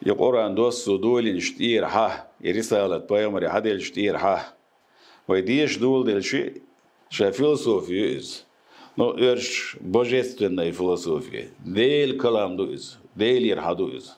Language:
Chechen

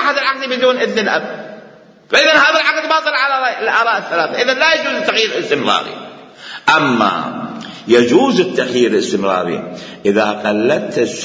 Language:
Mesopotamian Arabic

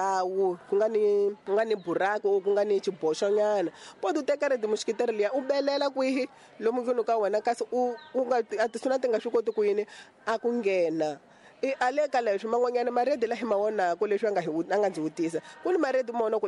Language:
Tsonga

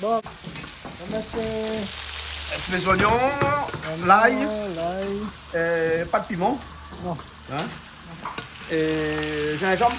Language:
Réunion Creole French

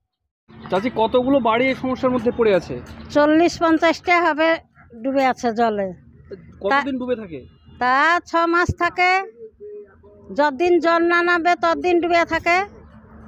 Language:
Bangla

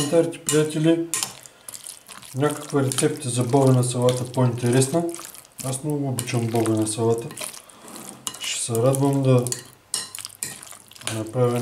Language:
Bulgarian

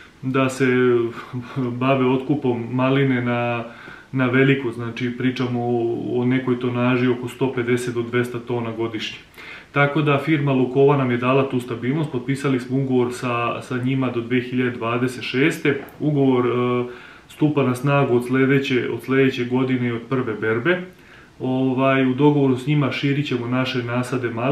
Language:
Serbian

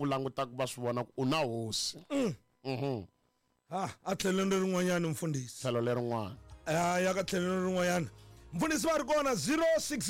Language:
Tsonga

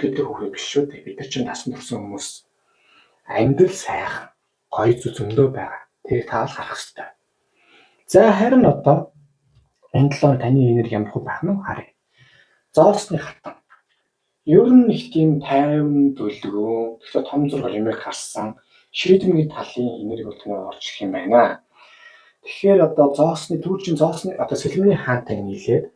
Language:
Mongolian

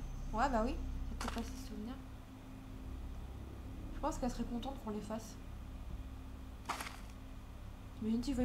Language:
French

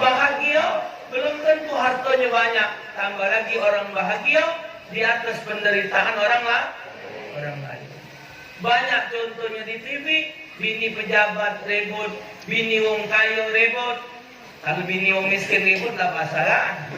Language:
Musi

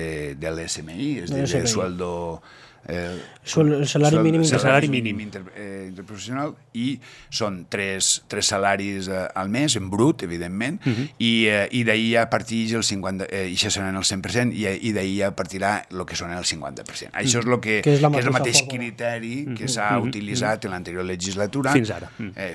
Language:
Catalan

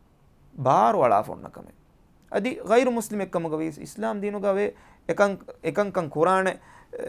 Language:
Divehi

